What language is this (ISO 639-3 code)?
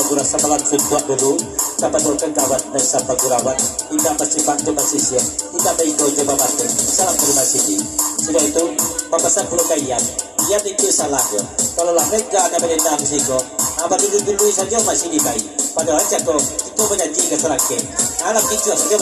min